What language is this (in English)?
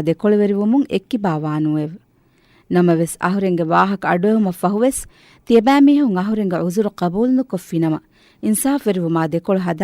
Divehi